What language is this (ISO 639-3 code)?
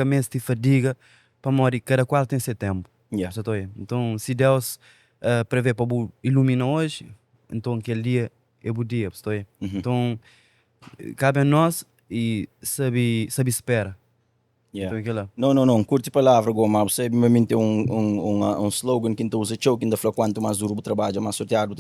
kea